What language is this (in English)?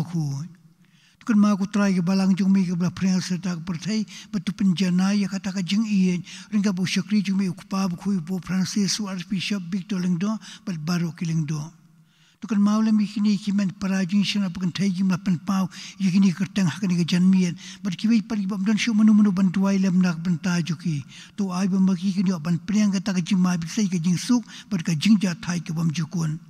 Khasi